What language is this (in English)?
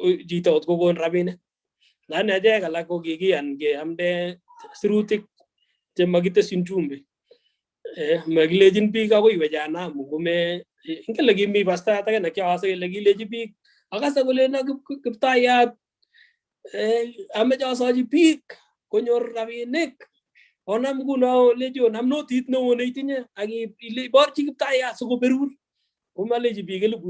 Kalenjin